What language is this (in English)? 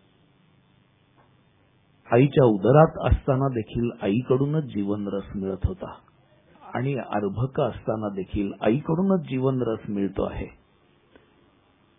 Marathi